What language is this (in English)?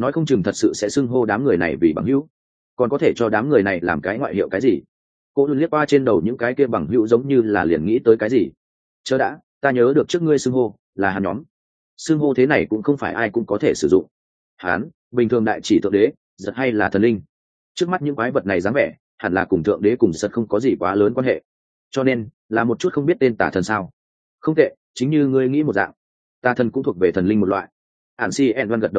Vietnamese